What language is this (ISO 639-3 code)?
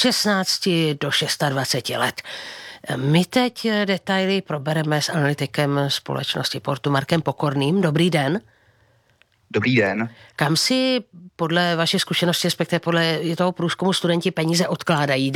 ces